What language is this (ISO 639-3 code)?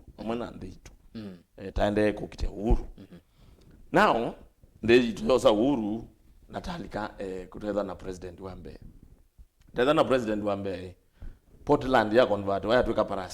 kam